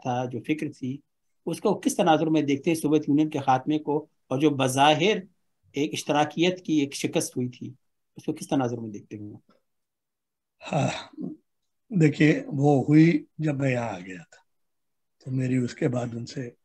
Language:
Urdu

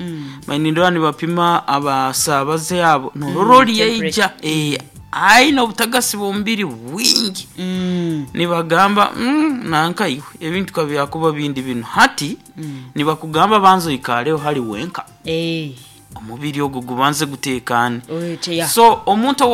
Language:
Nyoro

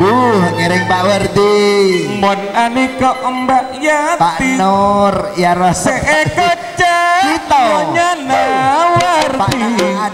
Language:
Madurese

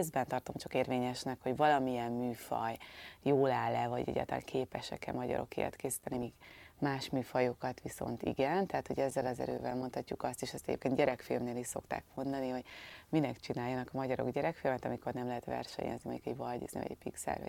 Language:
Hungarian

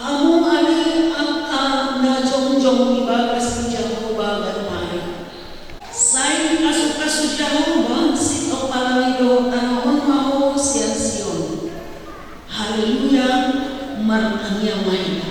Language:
Batak Toba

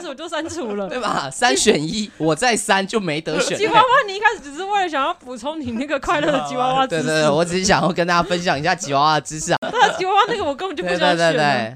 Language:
Chinese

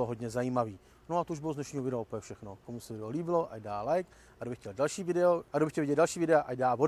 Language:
Czech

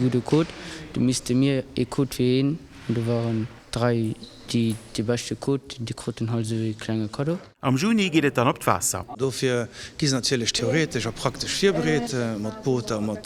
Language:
Luxembourgish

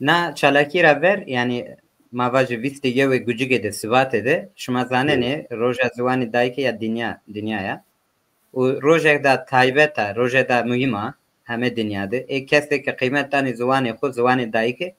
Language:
Zaza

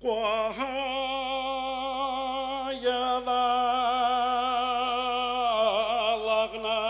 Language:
Bashkir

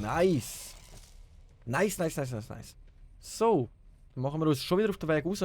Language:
Swiss German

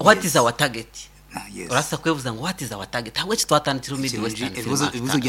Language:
Nyankole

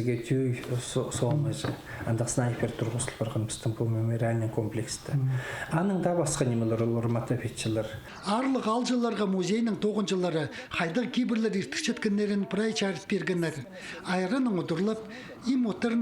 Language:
Khakas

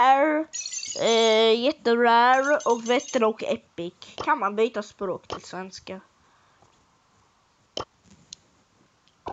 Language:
Swedish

